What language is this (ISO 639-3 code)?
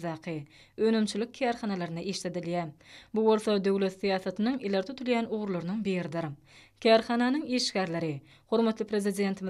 tuk